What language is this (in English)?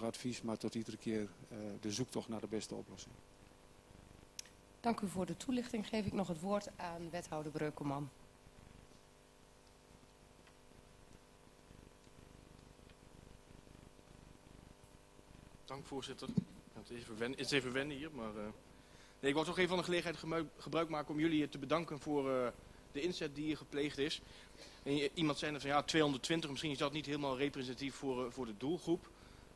Dutch